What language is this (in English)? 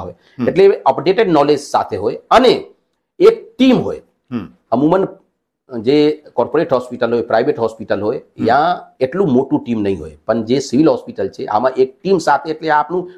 Gujarati